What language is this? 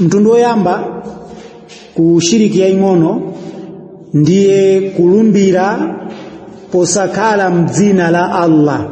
Nyanja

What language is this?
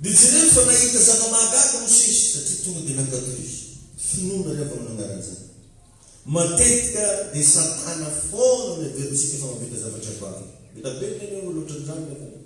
Malagasy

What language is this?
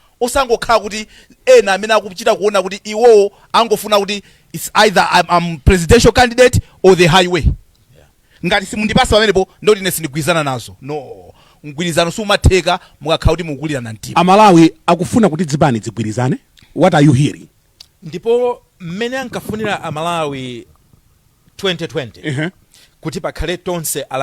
Nyanja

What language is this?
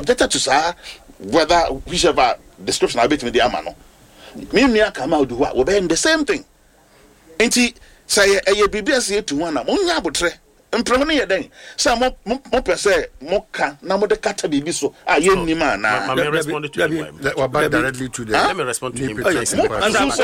Akan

